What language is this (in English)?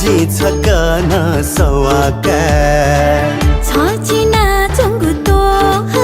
Newari